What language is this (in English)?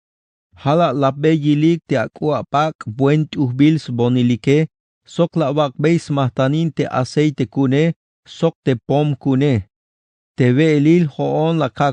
Tzeltal